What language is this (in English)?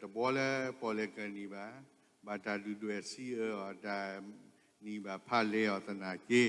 S'gaw Karen